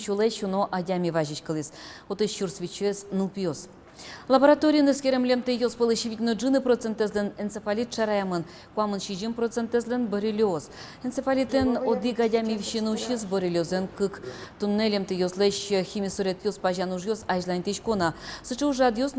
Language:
Udmurt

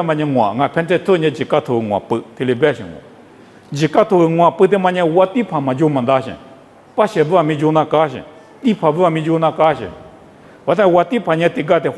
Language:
Lisu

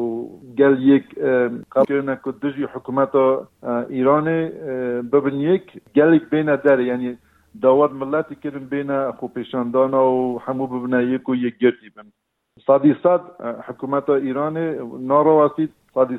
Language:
Kurdish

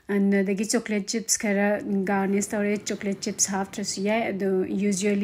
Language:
Manipuri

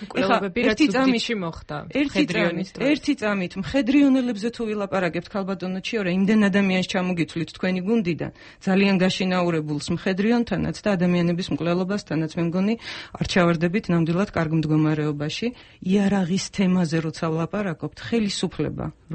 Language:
Georgian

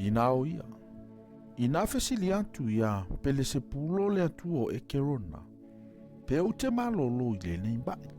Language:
Samoan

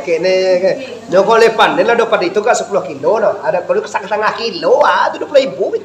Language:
Minangkabau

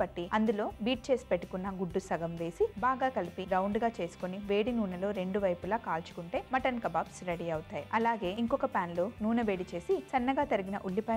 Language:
Telugu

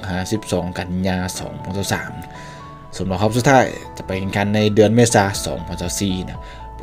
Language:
Lao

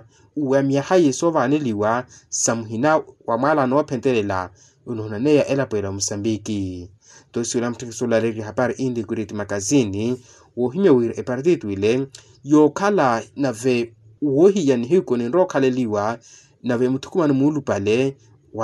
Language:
Makhuwa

